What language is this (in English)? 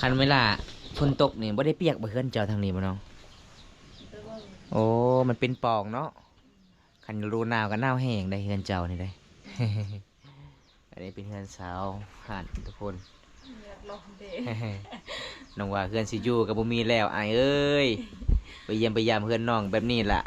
Lao